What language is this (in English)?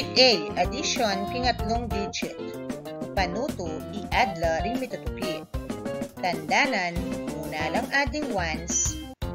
Pampanga